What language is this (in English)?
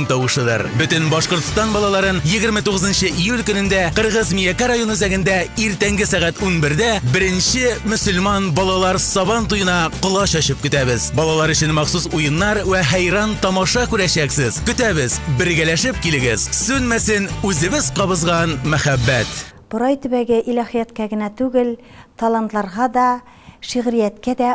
Tatar